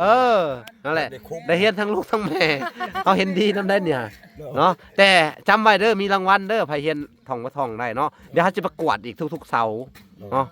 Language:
Lao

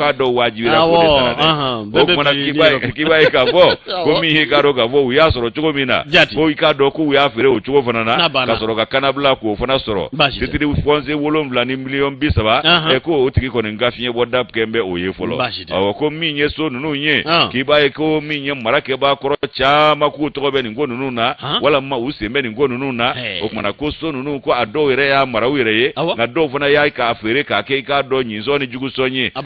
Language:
Bambara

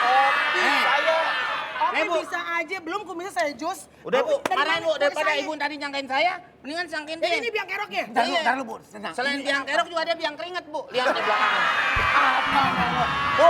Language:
Betawi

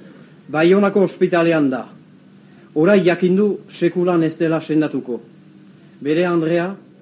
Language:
Basque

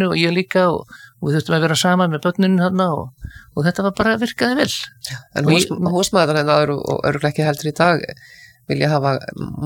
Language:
Icelandic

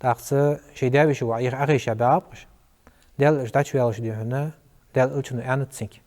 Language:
Ingush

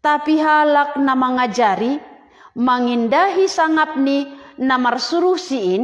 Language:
Batak Simalungun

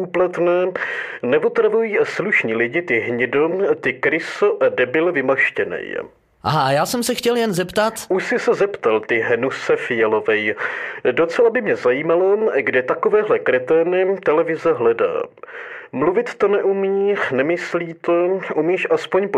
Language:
Czech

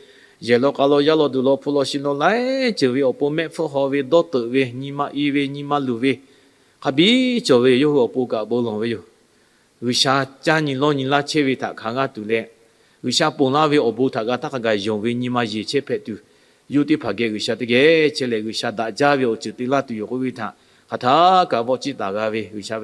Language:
Lahu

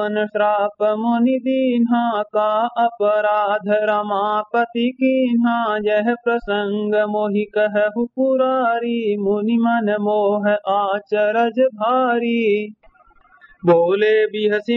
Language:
Awadhi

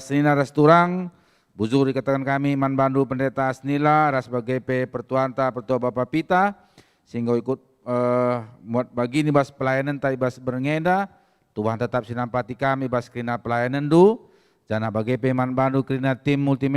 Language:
Batak Karo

